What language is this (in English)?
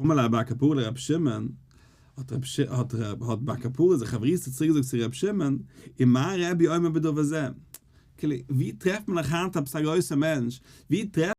Yiddish